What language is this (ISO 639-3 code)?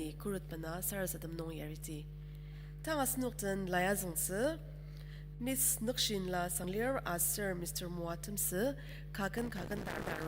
njo